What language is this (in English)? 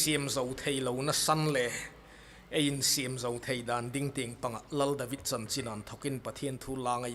Hmar